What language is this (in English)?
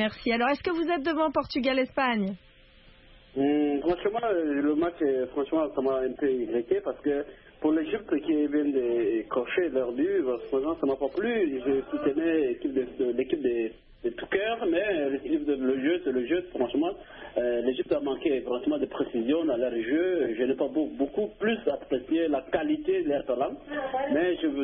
French